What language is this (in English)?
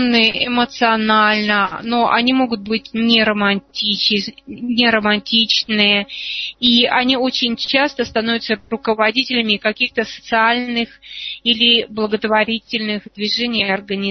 Russian